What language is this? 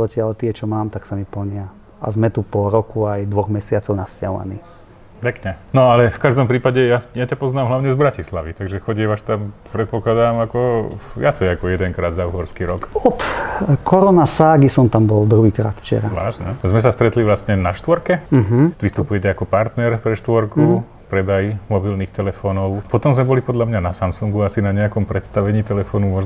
Slovak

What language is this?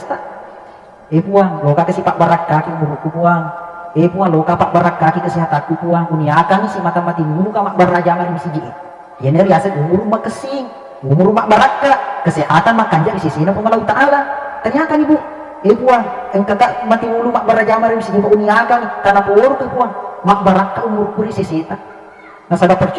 Buginese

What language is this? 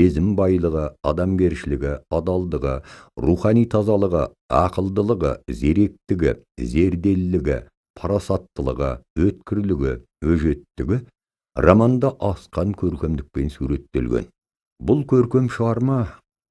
Kazakh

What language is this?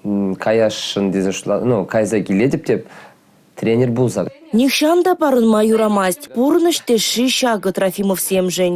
Chuvash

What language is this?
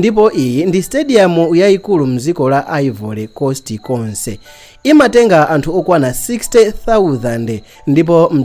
Nyanja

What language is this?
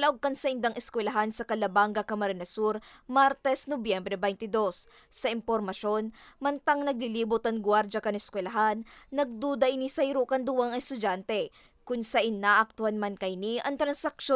Bikol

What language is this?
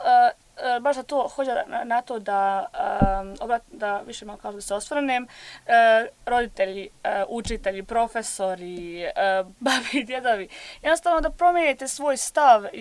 Croatian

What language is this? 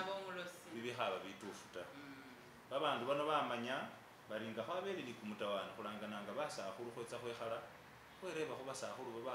Masaaba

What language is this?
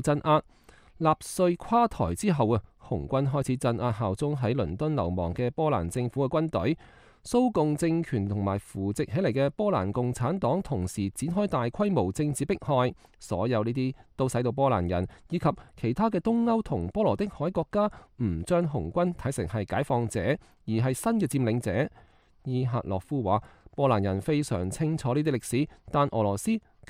Cantonese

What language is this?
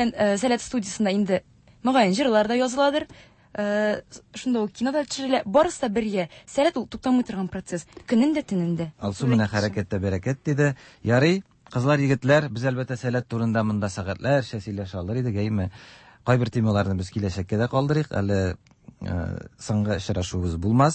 Tatar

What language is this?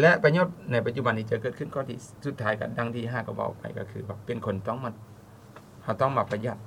Lao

